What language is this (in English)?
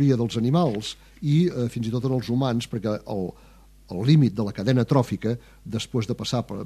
Catalan